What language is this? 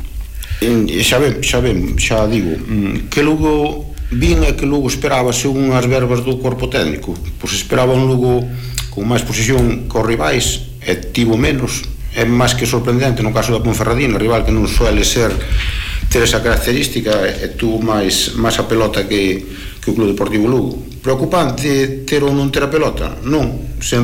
Galician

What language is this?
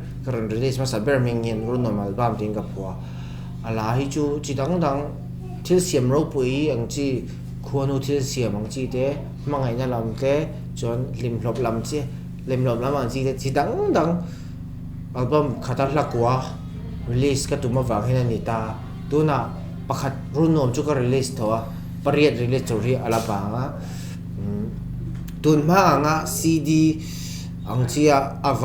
Mizo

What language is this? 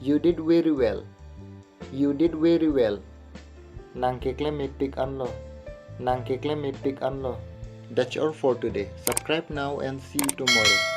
Karbi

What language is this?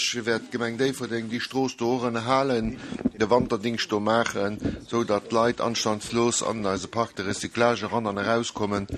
Luxembourgish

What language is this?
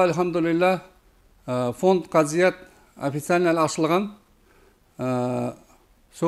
Nogai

